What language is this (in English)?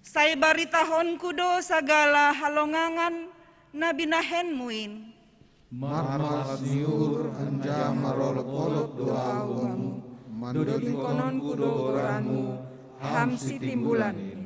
Batak Simalungun